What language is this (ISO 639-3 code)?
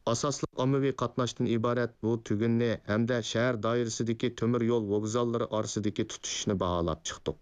uig